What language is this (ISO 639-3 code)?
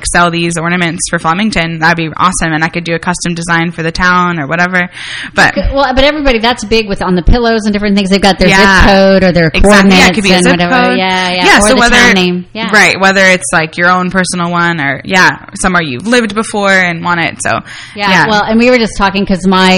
eng